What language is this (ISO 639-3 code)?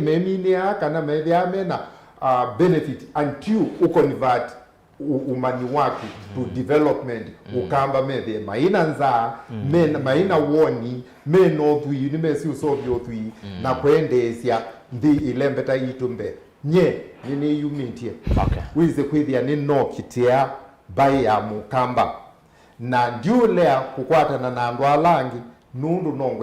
kam